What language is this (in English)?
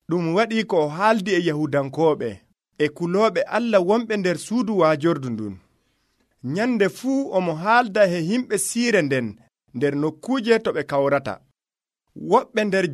Nigerian Fulfulde